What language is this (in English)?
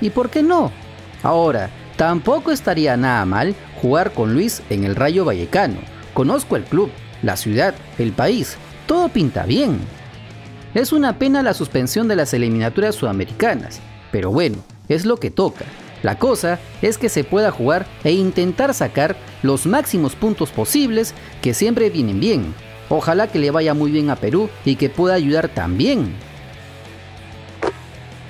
Spanish